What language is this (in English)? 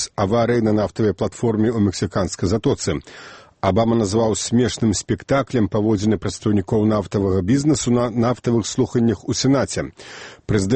Belarusian